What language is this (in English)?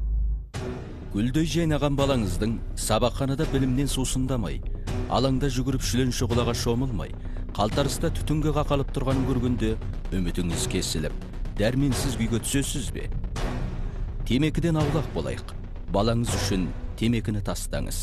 Kazakh